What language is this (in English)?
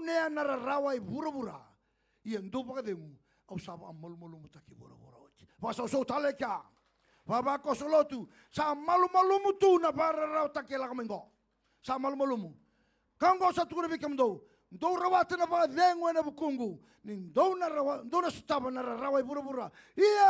Fijian